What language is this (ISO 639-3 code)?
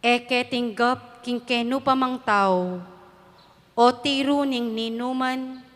pam